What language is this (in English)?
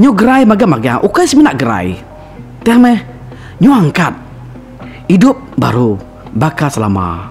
Iban